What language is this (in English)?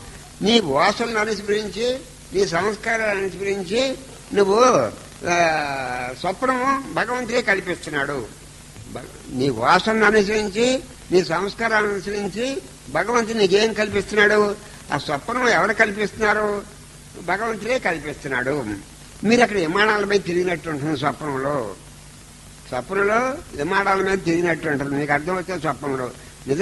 Telugu